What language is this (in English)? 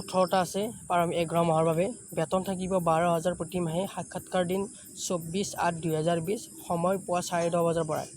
Assamese